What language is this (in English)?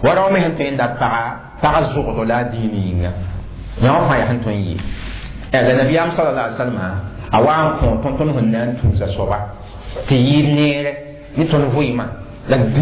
Mossi